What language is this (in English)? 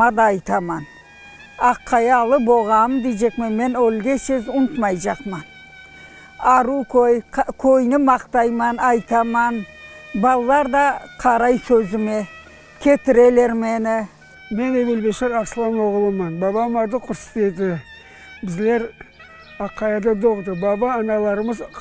Crimean Tatar